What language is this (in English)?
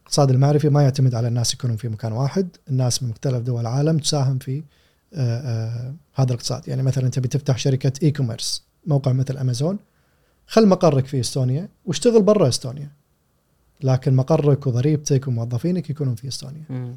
Gulf Arabic